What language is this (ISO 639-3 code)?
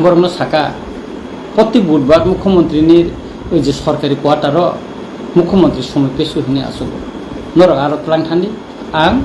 trp